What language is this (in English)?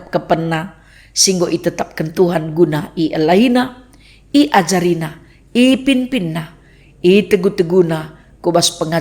Batak Karo